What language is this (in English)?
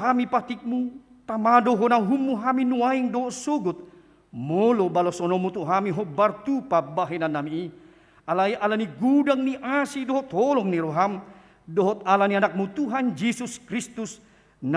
Batak Toba